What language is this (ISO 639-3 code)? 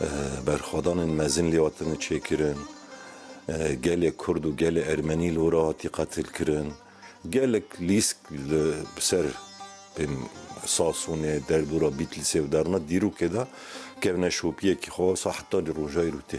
kur